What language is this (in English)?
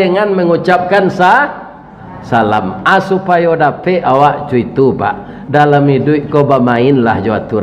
Minangkabau